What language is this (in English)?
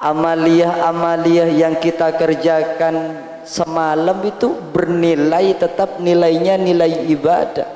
Madurese